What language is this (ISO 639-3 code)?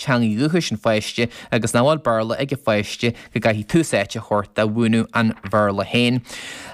gle